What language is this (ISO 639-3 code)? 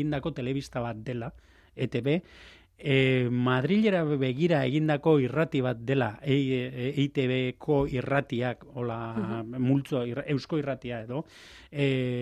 eus